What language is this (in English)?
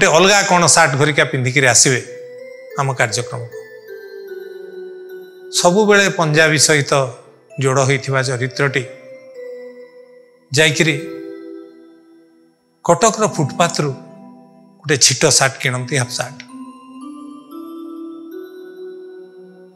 Odia